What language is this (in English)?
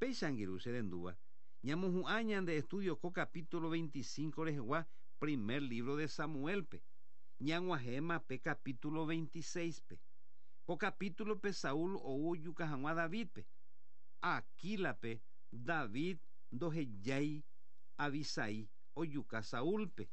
Guarani